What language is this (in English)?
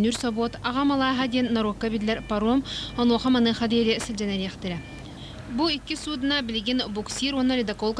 Yakut